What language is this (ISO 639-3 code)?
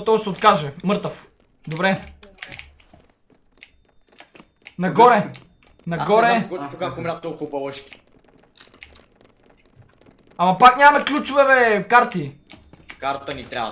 bul